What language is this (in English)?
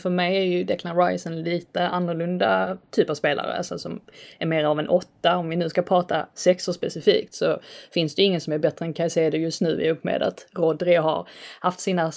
Swedish